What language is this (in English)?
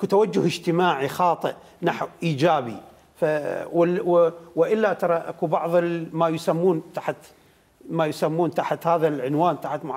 Mesopotamian Arabic